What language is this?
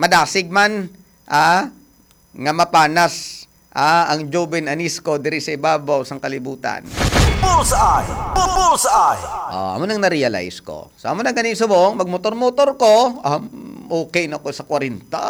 Hiligaynon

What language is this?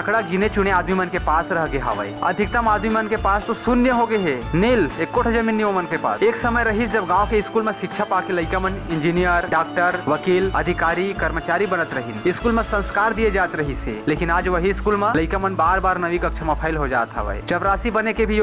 Chhattisgarhi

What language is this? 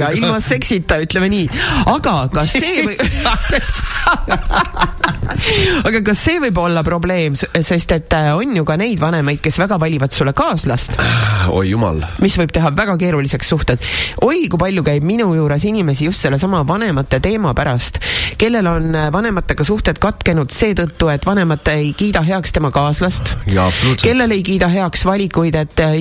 Estonian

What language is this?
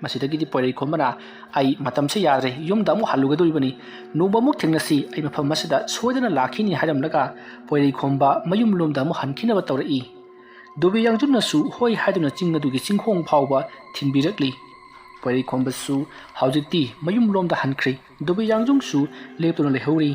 Manipuri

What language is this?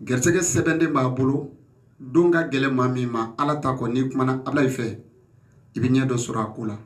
Bambara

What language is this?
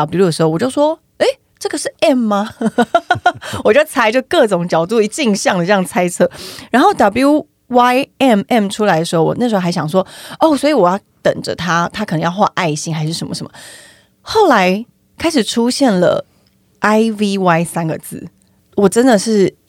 Chinese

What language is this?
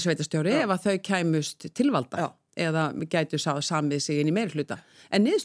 Icelandic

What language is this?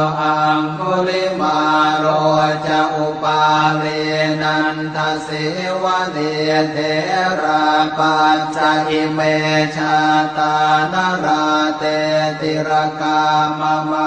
Pali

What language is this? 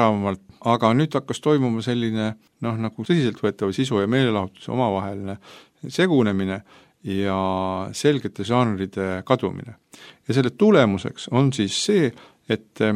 Estonian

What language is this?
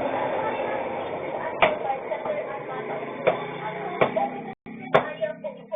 Bikol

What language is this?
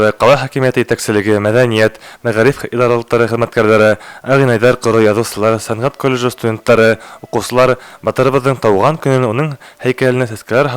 Bashkir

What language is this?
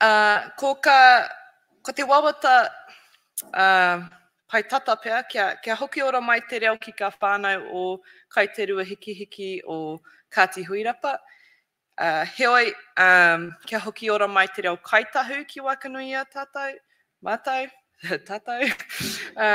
Māori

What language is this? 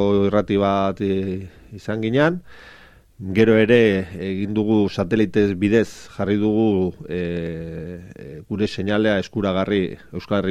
Basque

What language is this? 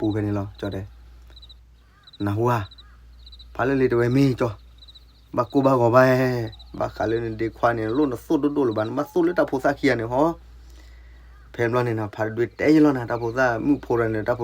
S'gaw Karen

